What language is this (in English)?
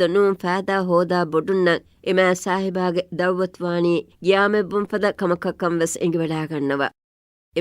Divehi